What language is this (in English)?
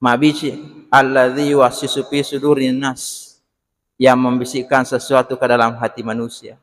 Buginese